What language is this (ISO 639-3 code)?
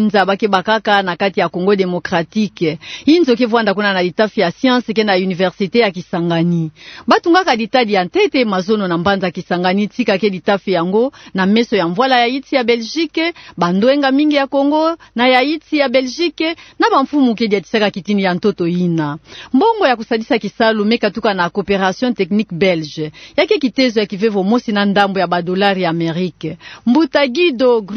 ktu